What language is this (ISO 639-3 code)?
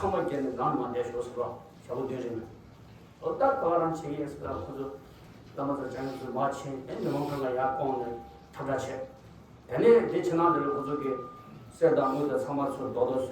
bod